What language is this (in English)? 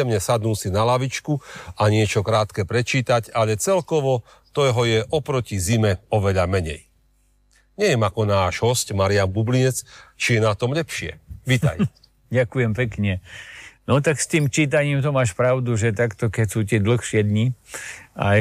Slovak